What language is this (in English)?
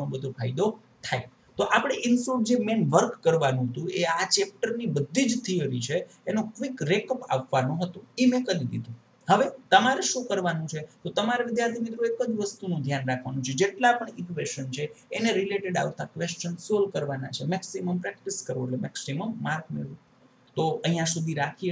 Gujarati